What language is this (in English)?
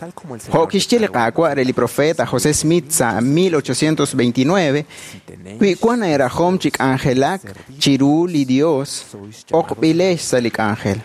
Kekchí